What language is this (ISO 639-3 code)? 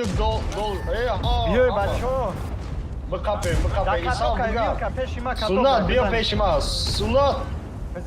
tgk